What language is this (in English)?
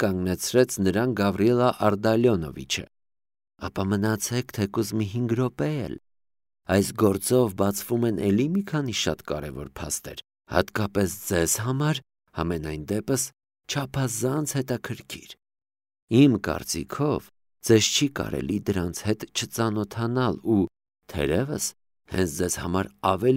Armenian